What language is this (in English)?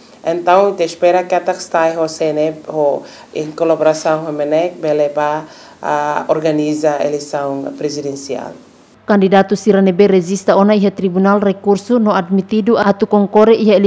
Tetum